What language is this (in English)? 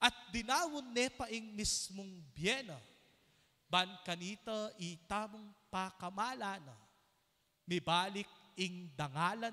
Pampanga